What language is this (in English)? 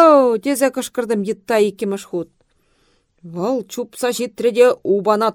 Chuvash